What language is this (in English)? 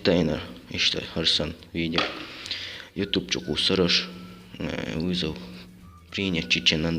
Chechen